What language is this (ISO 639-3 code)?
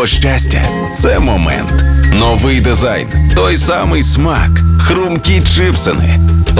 ukr